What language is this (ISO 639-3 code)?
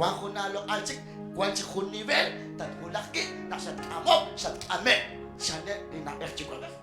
kek